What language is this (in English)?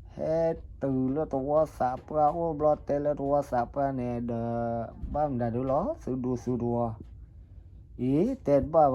S'gaw Karen